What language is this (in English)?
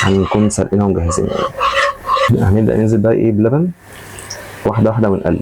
Egyptian Arabic